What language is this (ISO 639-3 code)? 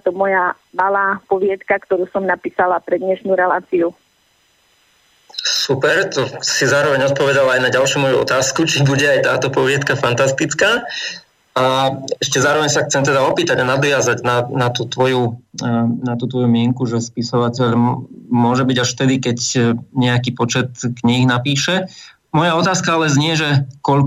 slk